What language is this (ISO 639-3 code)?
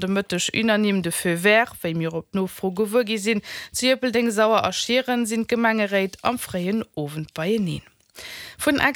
ltz